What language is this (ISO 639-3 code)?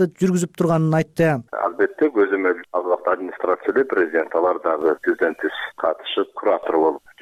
kir